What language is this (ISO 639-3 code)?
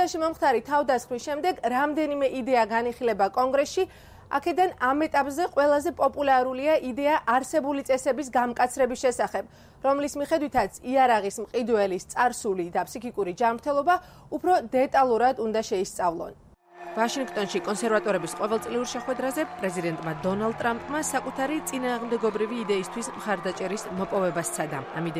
kat